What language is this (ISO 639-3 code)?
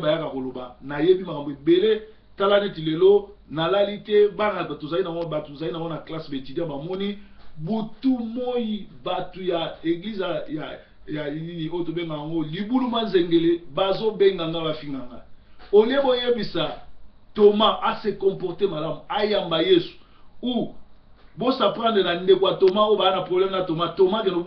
lin